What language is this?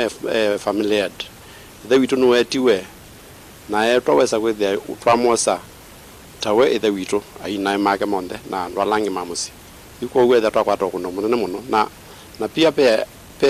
Kamba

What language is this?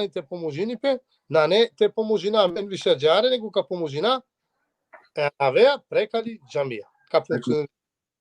Balkan Romani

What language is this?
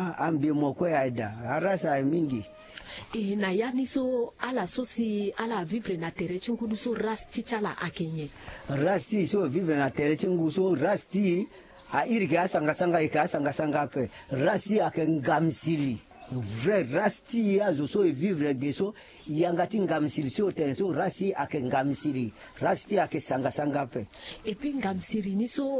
Sango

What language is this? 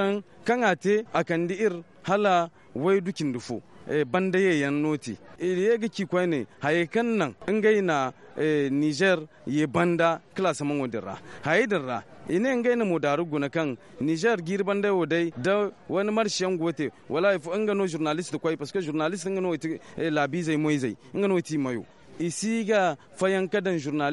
Zarma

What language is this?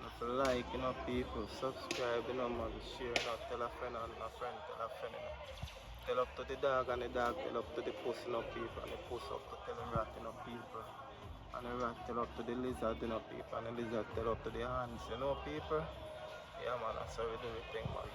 Jamaican Creole English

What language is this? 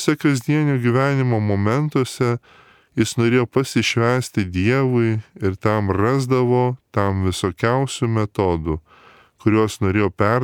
Lithuanian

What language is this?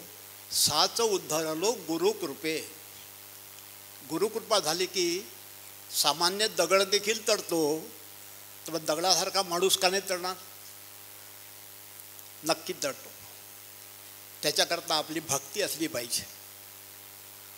Marathi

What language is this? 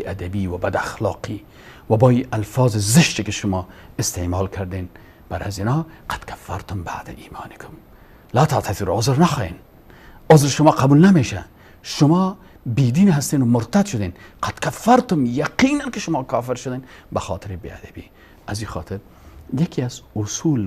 Persian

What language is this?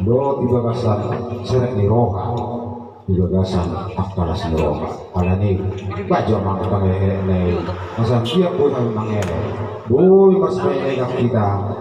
Batak Toba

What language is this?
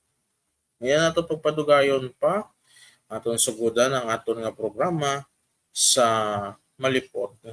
Hiligaynon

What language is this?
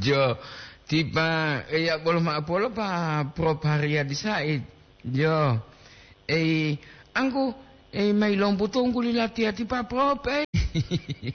Gorontalo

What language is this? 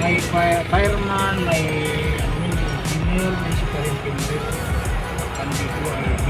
Hiligaynon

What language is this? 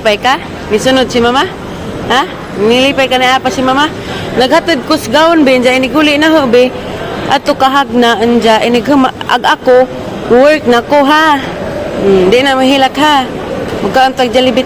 Cebuano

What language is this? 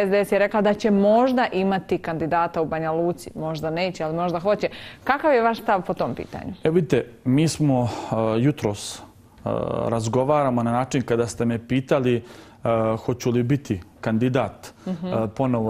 Croatian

